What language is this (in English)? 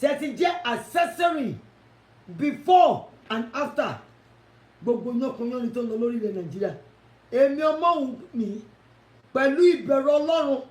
Yoruba